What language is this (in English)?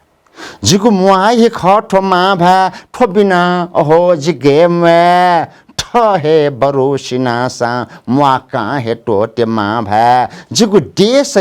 Newari